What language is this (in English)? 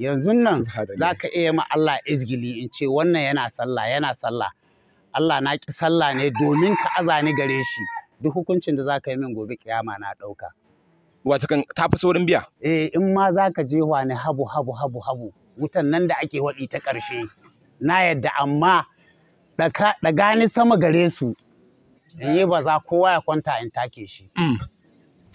Hausa